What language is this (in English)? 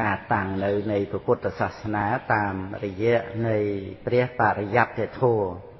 Khmer